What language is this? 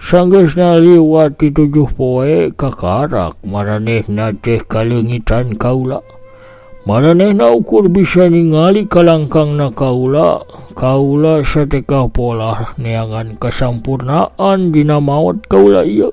Sundanese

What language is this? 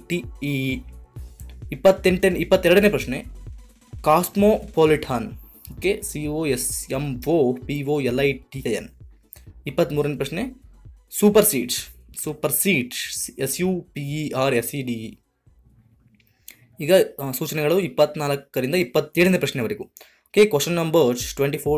Kannada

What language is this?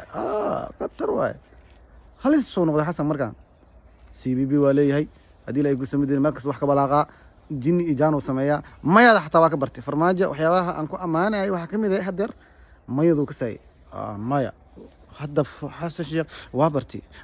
Somali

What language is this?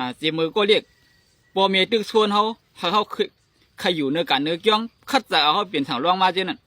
Shan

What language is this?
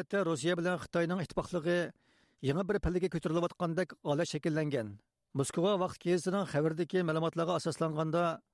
Uyghur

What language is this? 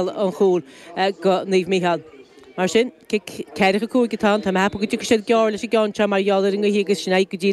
Irish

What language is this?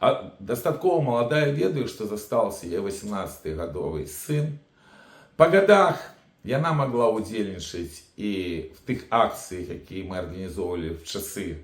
Belarusian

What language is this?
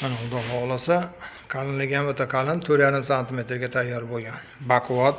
Uzbek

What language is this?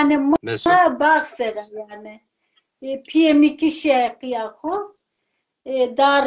Zaza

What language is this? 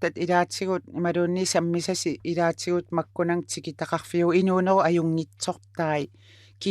Kalaallisut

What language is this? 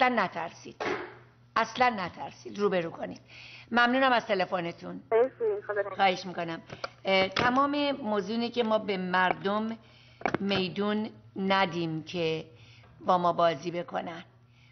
Persian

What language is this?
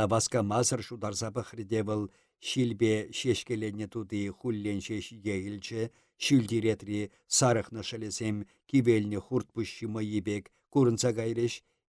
Chuvash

